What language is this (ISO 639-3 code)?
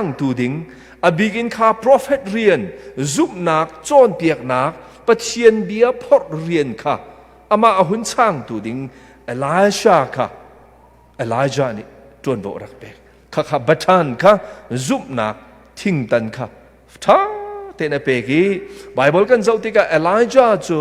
cnh